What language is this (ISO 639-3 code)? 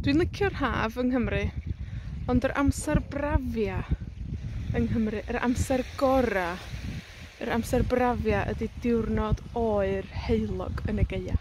cym